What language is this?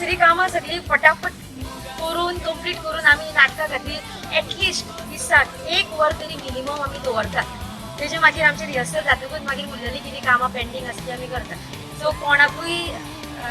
Konkani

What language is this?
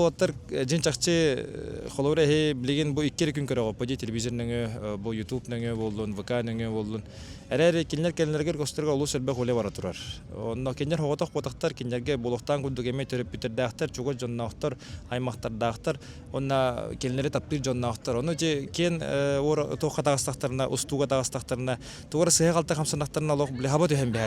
Yakut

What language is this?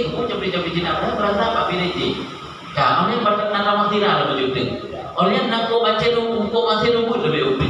Malay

